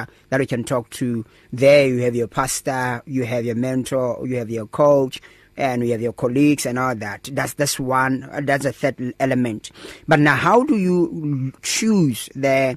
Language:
English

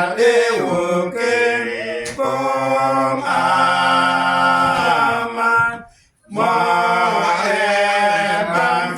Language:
Uduk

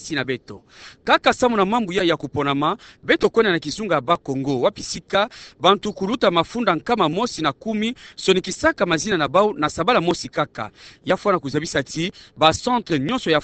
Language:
Kituba (Democratic Republic of Congo)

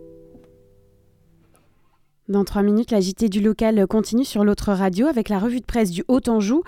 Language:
French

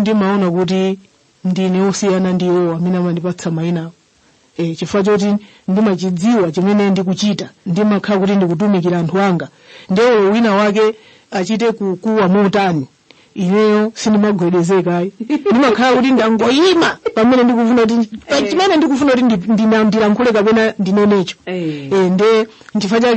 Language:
Nyanja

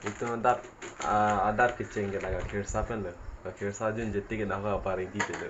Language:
Karbi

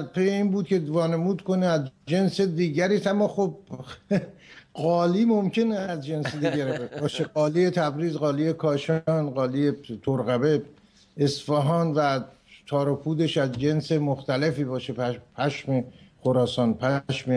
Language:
Persian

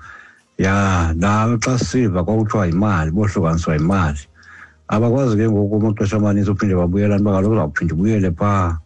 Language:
Xhosa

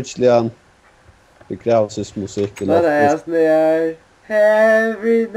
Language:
Faroese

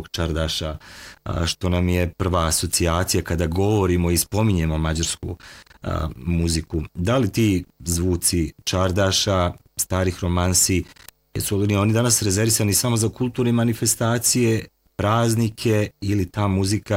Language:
Bosnian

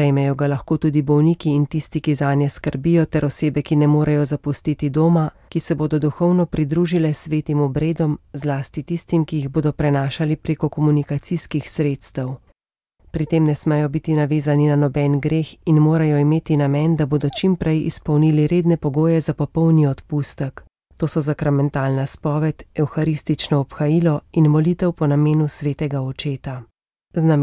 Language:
Slovenian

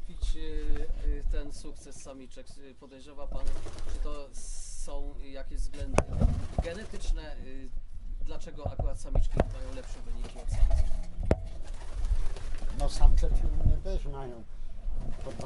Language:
Polish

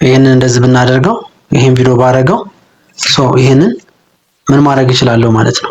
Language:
Amharic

